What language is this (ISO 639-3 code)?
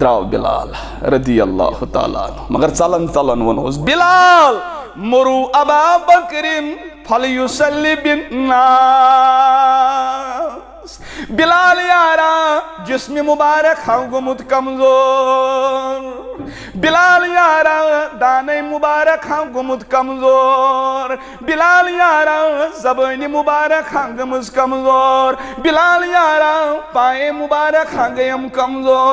kas